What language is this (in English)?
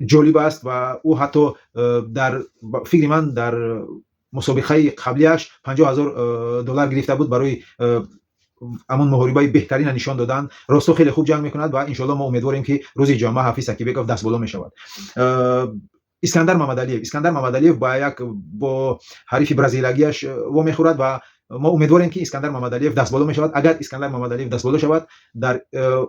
Tajik